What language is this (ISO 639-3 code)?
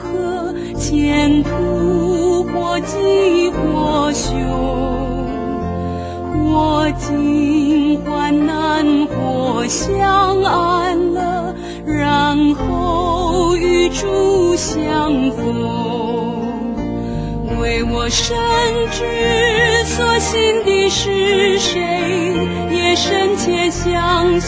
zho